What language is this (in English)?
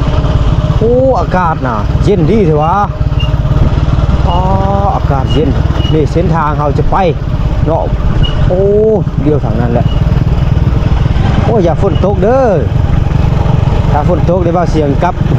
Lao